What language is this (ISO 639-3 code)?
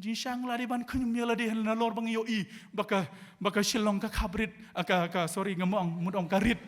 kha